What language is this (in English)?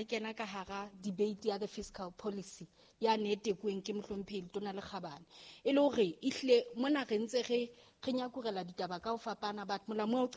Southern Sotho